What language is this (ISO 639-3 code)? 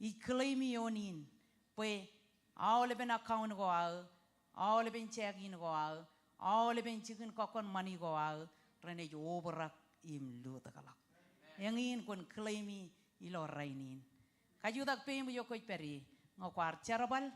mah